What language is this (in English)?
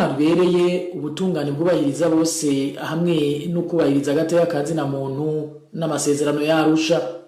Rundi